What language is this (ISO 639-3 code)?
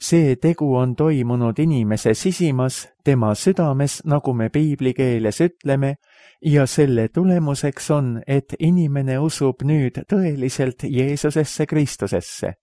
est